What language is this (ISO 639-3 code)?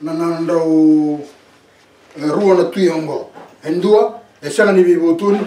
fij